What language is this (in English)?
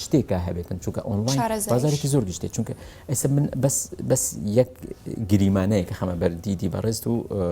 Central Kurdish